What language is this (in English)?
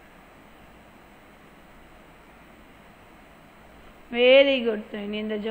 Gujarati